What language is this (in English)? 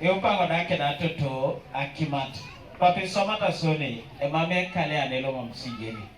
Teso